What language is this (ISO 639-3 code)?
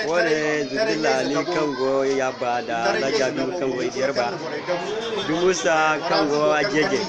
dje